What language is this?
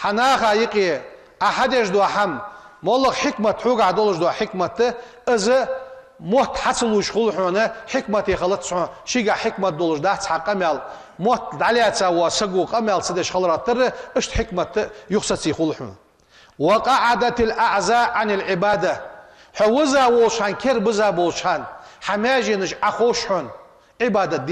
Ingush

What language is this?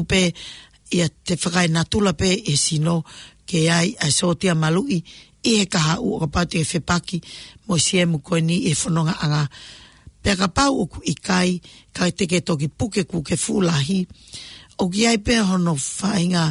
Tongan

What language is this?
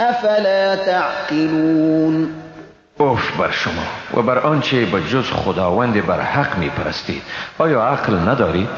Persian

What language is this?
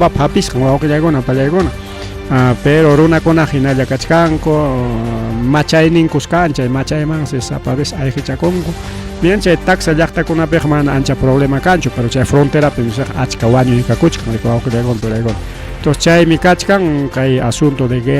Ayacucho Quechua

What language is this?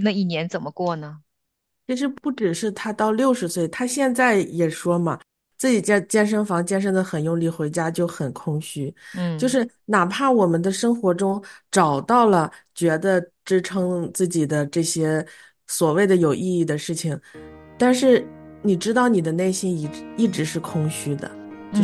Chinese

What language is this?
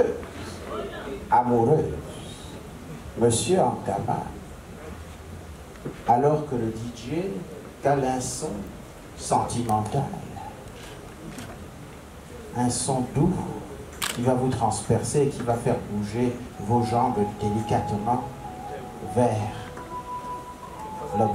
French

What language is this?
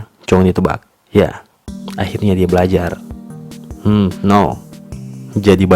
Manado Malay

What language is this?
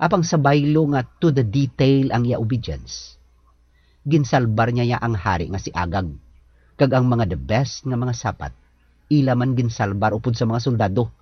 Hiligaynon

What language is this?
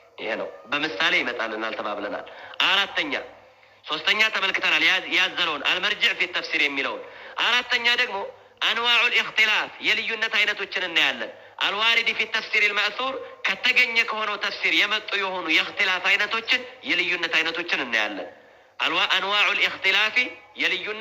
Amharic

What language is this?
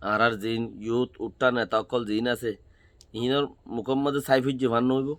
Rohingya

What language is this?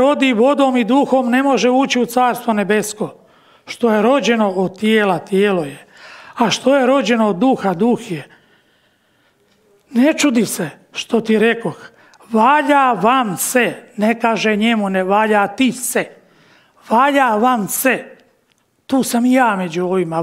Croatian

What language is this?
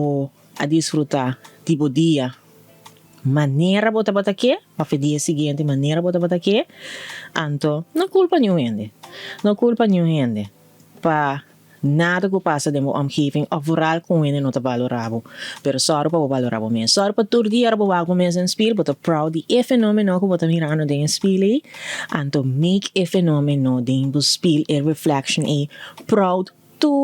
Papiamento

